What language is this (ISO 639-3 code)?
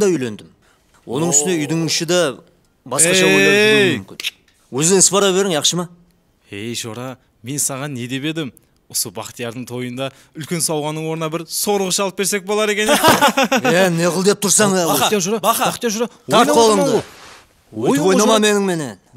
kaa